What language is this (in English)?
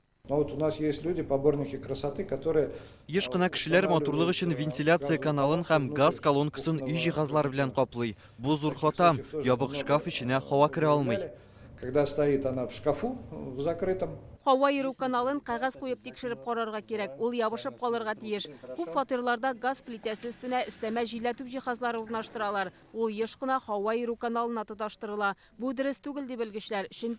Tatar